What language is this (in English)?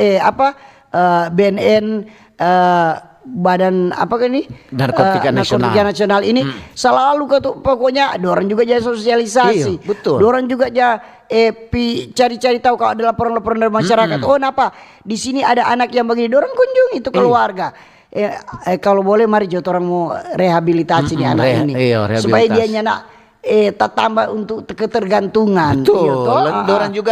Manado Malay